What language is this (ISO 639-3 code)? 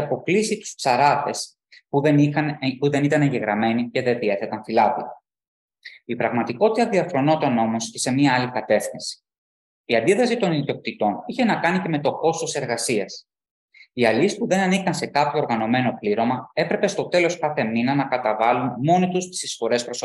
ell